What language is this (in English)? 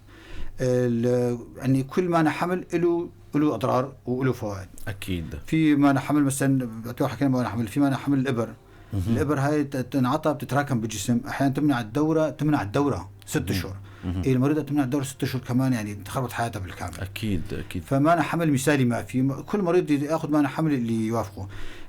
North Levantine Arabic